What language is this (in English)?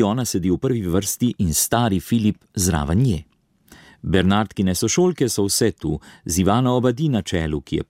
Slovenian